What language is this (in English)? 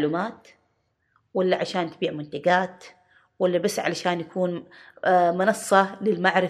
Gulf Arabic